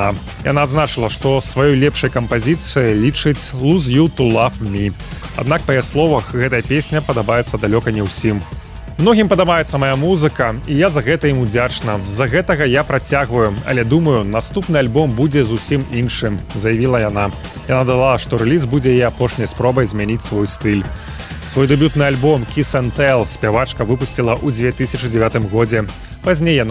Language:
Belarusian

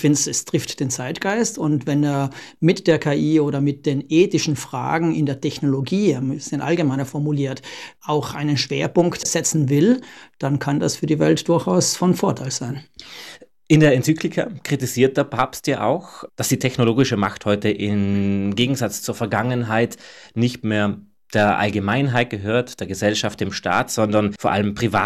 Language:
German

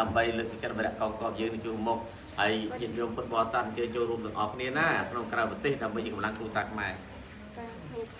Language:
Khmer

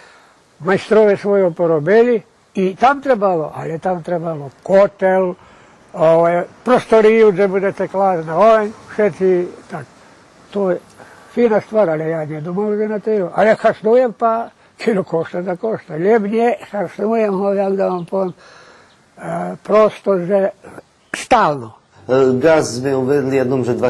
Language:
Rusyn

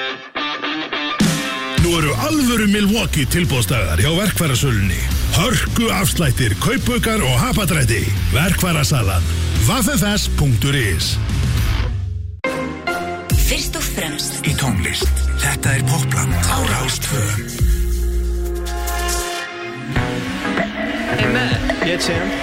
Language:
Icelandic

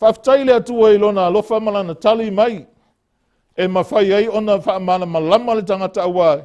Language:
Samoan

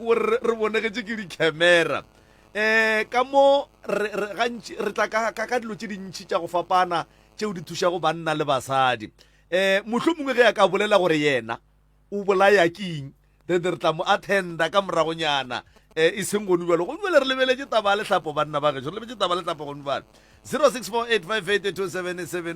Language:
Northern Sotho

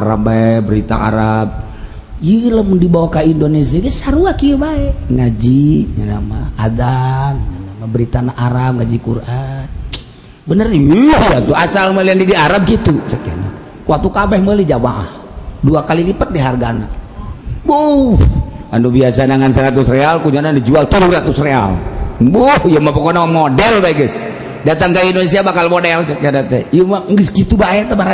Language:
Sundanese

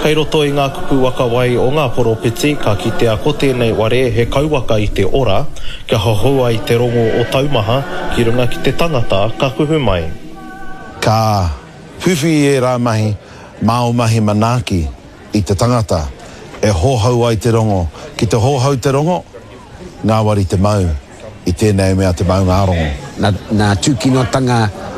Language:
Māori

